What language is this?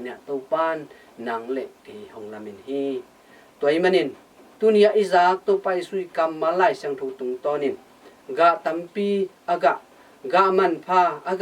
Tedim Chin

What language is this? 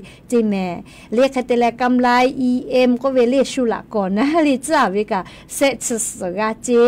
Lahu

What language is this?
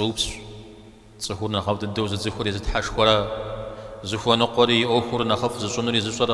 Kabardian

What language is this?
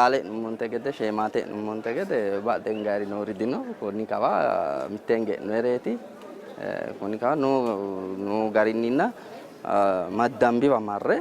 Sidamo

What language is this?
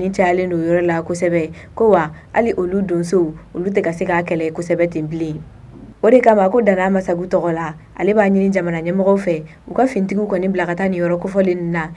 Bambara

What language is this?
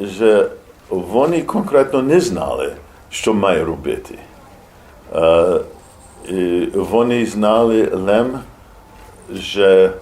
Rusyn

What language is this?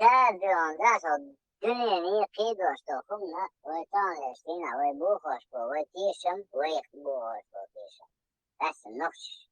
Chechen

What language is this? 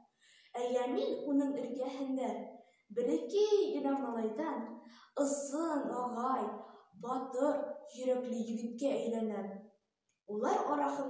Bashkir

